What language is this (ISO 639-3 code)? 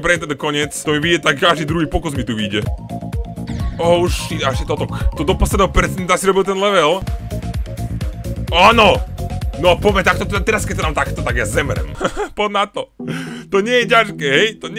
slk